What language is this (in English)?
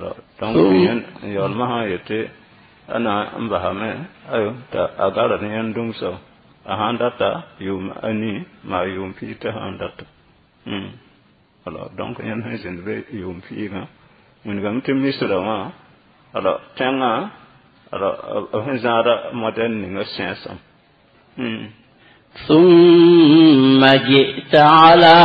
Mossi